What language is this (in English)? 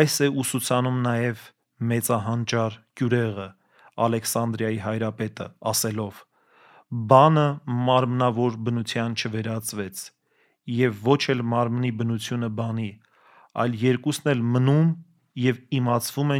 Armenian